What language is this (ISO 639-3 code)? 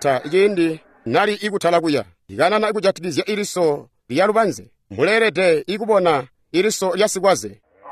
toi